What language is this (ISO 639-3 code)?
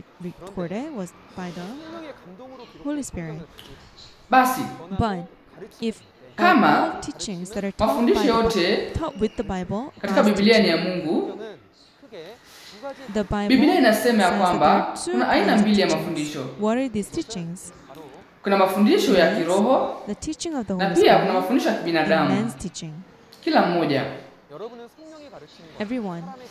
swa